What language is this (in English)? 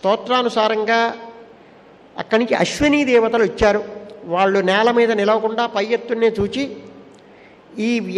Telugu